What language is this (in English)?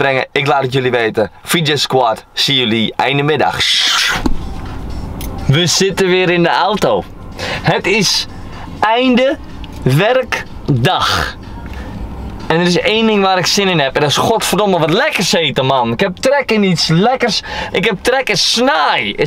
Dutch